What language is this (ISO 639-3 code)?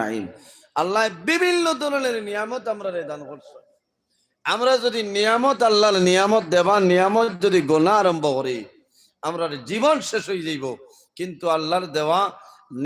syl